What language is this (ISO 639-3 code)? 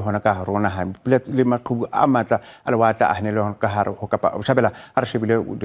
sot